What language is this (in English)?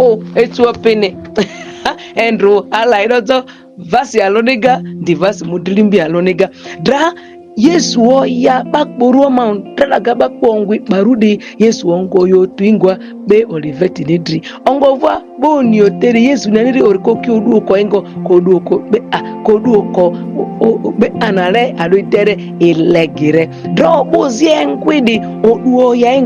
Ma'di